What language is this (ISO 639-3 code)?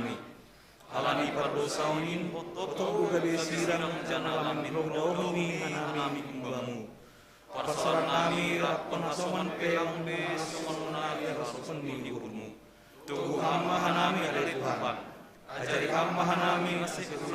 bts